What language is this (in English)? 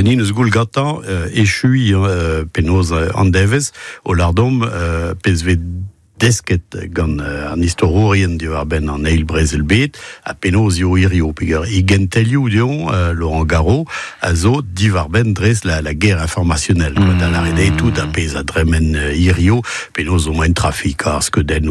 Breton